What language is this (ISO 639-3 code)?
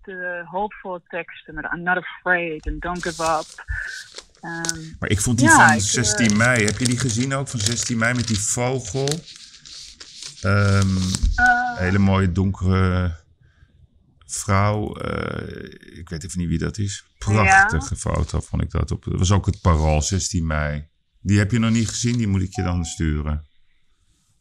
nld